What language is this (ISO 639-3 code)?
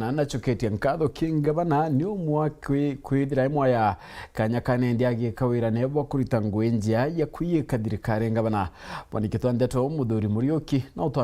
mer